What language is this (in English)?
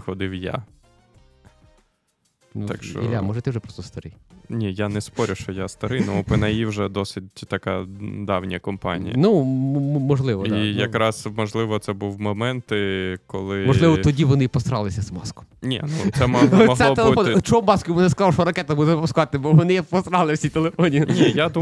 Ukrainian